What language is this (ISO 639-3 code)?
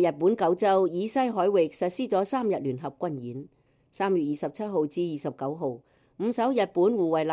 yue